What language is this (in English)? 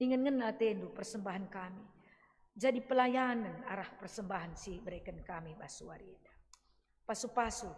Batak Karo